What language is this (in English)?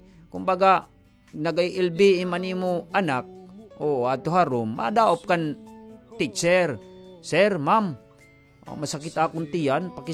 Waray